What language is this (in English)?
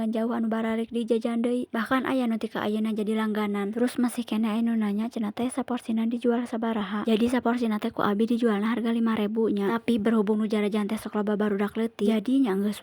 Sundanese